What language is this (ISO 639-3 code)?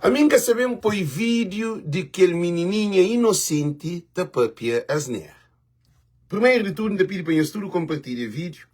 kea